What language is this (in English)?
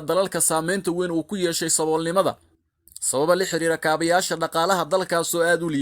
Somali